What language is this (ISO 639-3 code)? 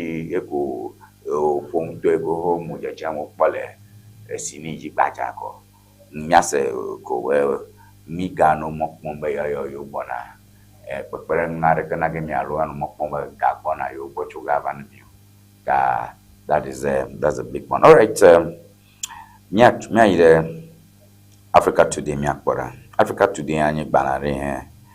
ewe